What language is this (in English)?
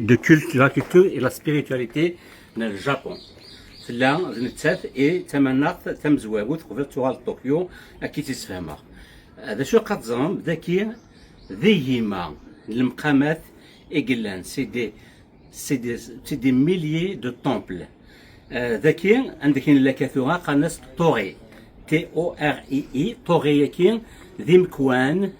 Kabyle